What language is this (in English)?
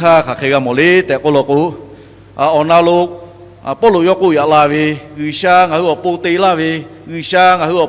Lahu